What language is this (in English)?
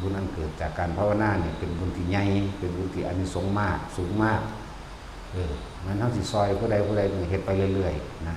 Northeastern Thai